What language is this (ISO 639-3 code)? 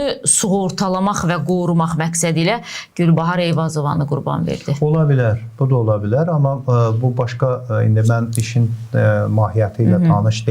aze